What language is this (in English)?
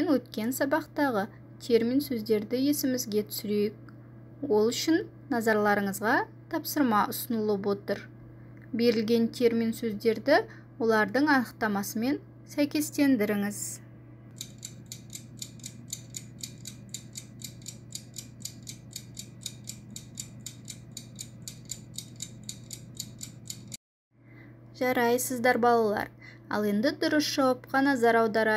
Kazakh